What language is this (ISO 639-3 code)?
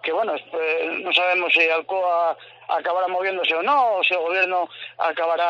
glg